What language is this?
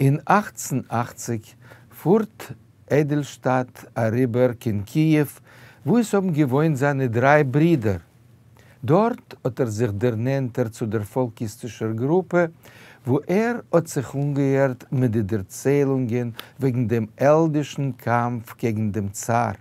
Yiddish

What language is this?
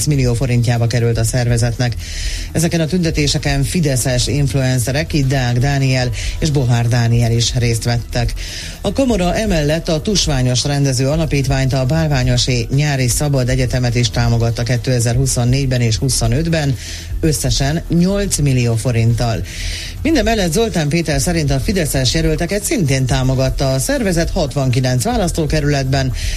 Hungarian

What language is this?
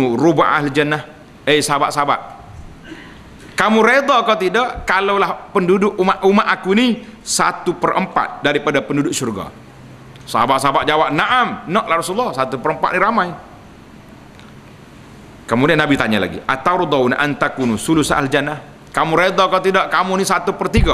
Malay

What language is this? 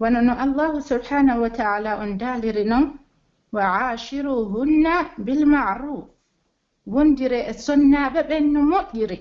Pular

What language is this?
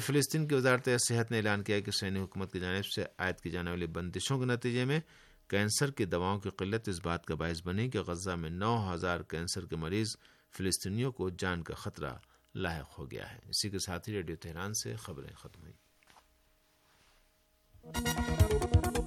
Urdu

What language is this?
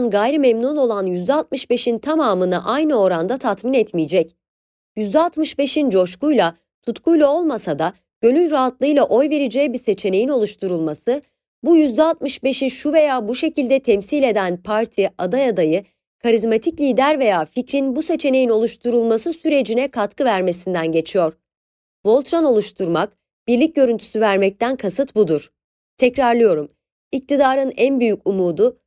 Turkish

